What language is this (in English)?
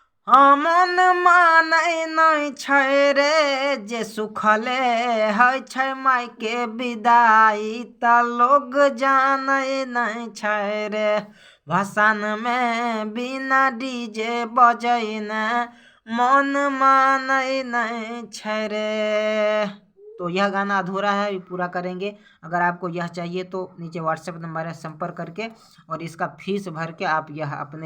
Maithili